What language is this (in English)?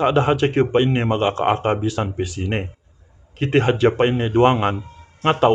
Yakan